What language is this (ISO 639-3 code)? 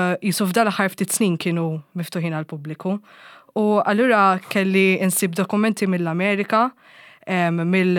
mlt